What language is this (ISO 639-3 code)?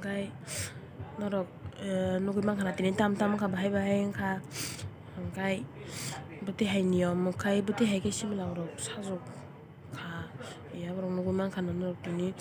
trp